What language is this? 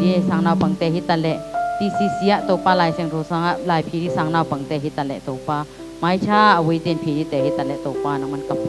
Tedim Chin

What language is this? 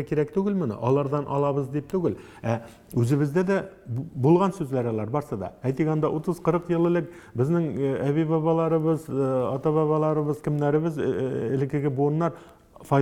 Tatar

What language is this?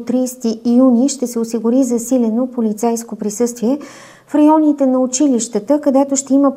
Bulgarian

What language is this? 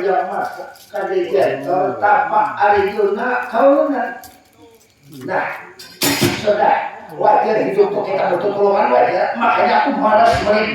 Banjar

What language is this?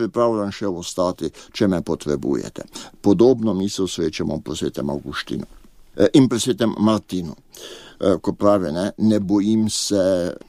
Slovenian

